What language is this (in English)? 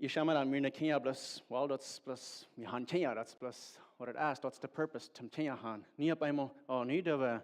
Plautdietsch